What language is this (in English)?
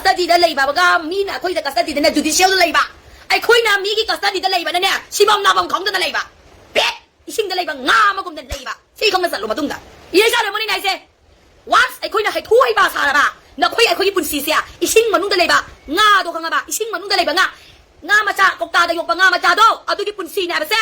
Manipuri